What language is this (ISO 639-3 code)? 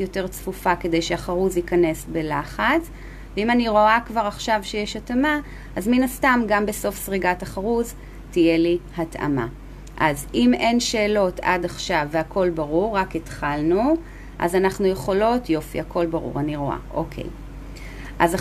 heb